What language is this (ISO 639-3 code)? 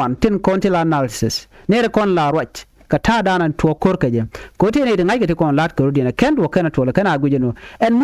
nus